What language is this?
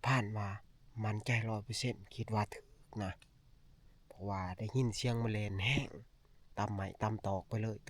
Northeastern Thai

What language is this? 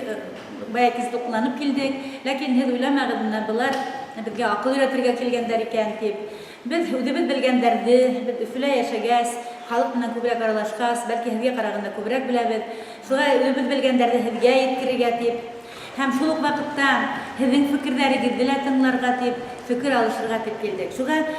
Bashkir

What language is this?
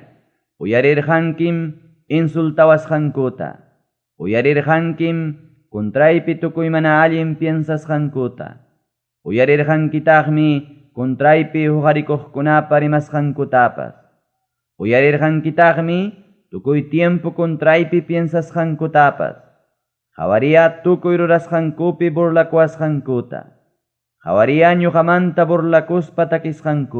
Ayacucho Quechua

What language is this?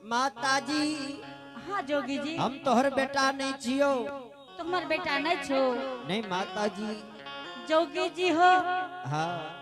Angika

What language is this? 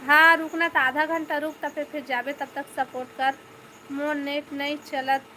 Chhattisgarhi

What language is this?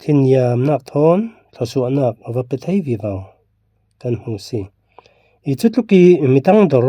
Falam Chin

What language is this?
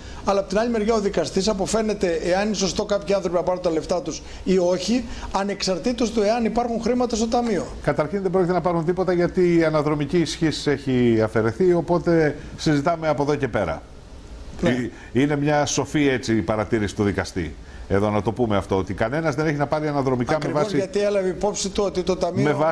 Greek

